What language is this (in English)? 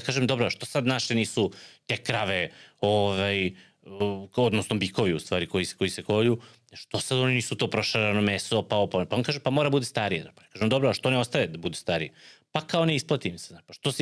Serbian